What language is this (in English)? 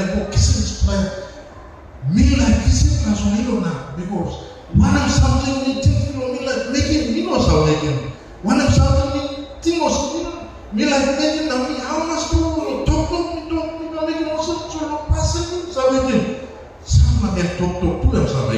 Tok Pisin